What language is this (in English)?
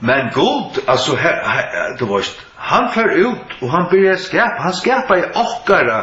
Faroese